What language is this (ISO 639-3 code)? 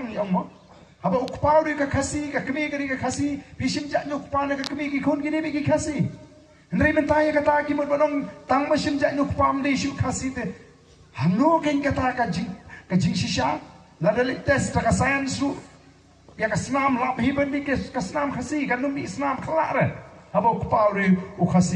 kha